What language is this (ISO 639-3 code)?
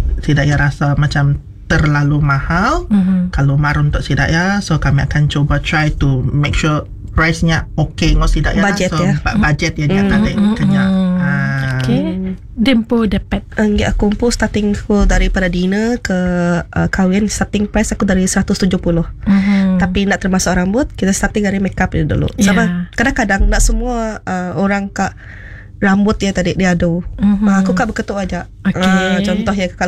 iba